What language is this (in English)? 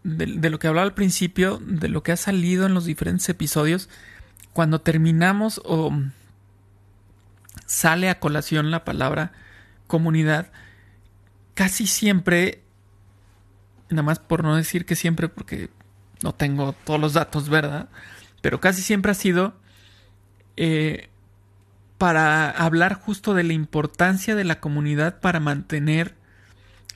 Spanish